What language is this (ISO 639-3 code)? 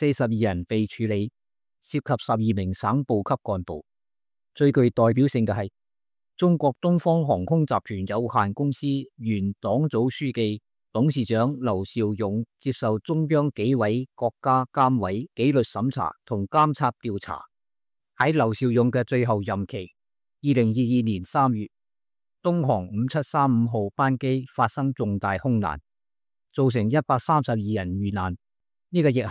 yue